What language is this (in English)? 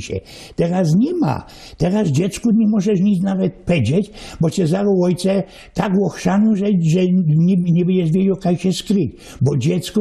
Silesian